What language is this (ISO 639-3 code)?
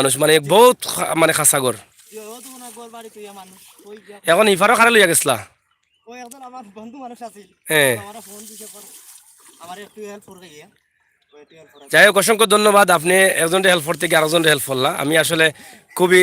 syl